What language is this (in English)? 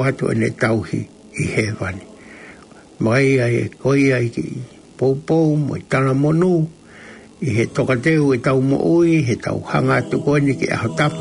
Tongan